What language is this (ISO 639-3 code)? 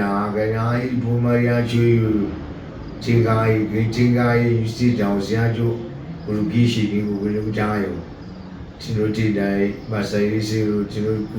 sna